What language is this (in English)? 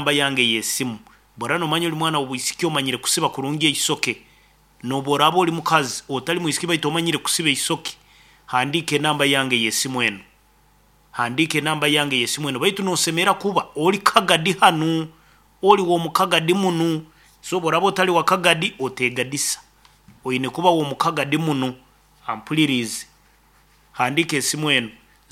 Nyoro